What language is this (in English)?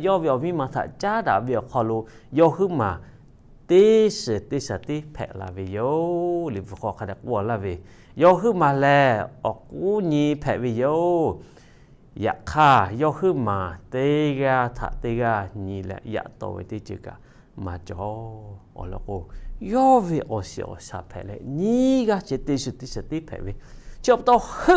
Lahu